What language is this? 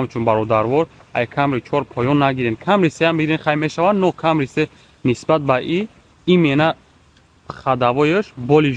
Tajik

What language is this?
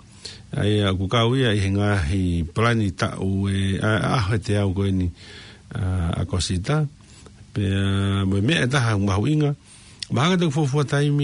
Tongan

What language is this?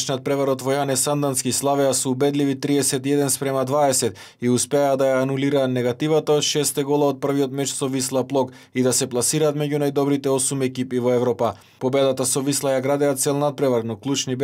Macedonian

